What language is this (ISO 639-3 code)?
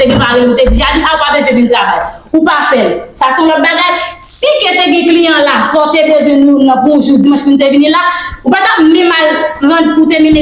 hat